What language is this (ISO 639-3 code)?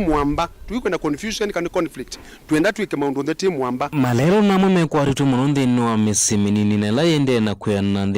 kam